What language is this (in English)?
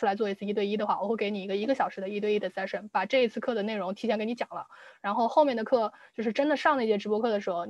Chinese